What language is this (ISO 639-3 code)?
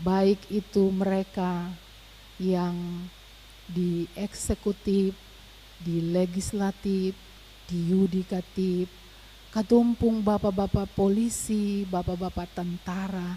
abs